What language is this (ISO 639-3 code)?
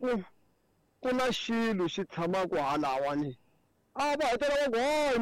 tso